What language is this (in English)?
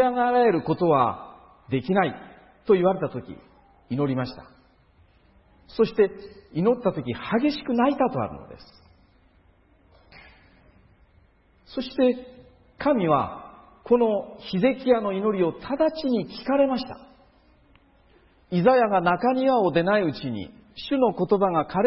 Japanese